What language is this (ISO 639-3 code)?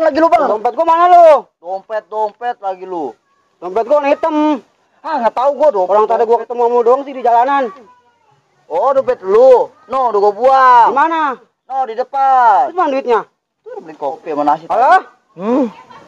bew